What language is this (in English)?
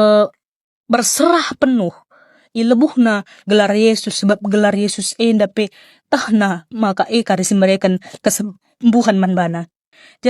Batak Karo